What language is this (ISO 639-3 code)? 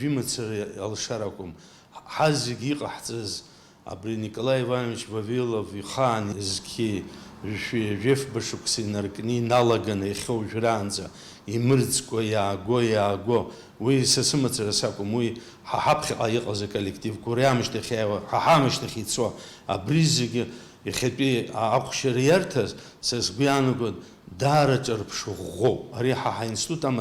abk